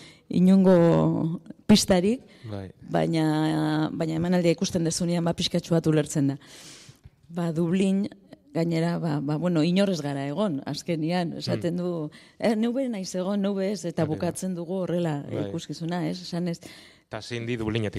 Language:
Basque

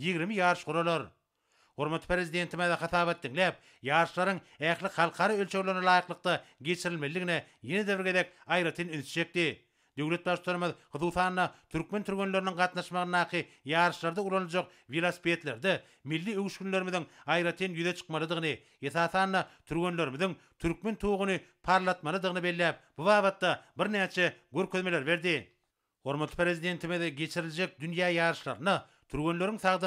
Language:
Turkmen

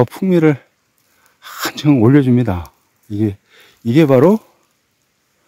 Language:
Korean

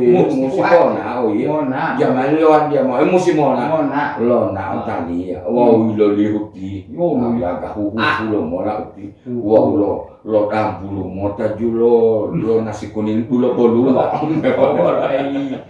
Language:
Gorontalo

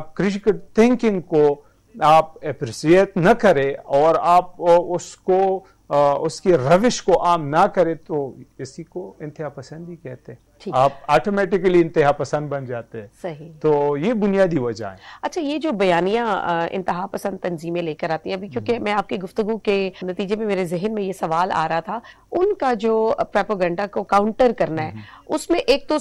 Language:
Urdu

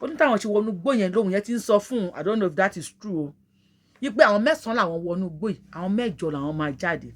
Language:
Yoruba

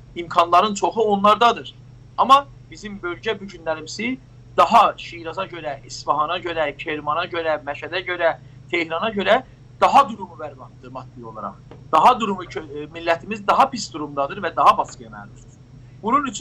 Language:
South Azerbaijani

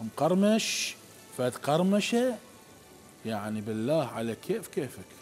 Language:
Mesopotamian Arabic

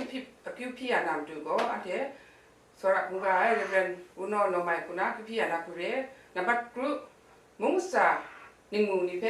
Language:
Kachin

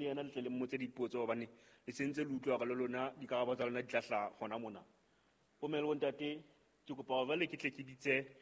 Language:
Southern Sotho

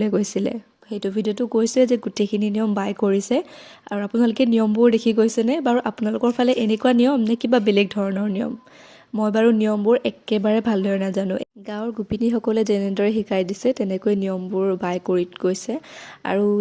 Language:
Assamese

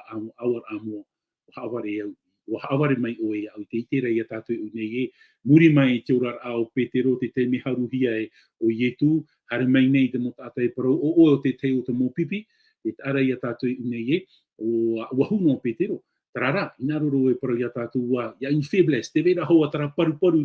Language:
Tahitian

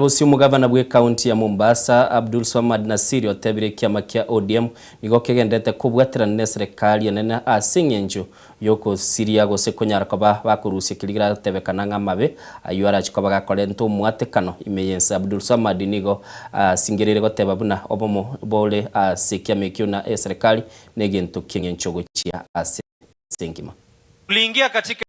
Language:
Gusii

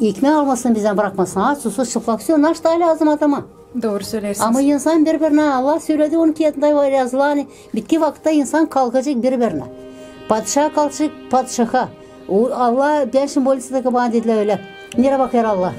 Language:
Gagauz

